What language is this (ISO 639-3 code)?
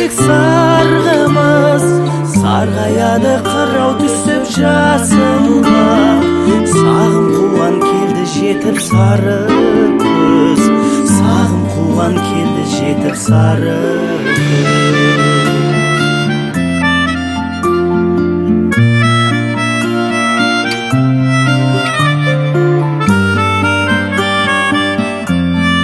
kaz